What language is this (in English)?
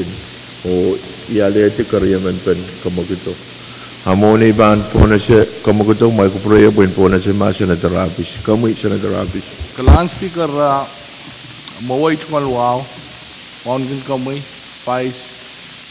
Pohnpeian